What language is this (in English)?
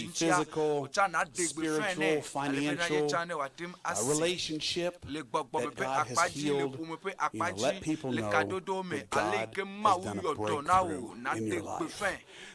Ewe